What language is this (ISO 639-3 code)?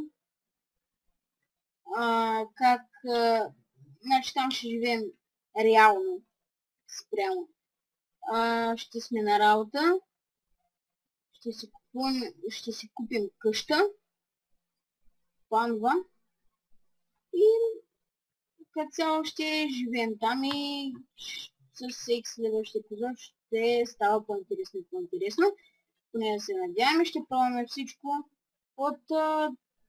bul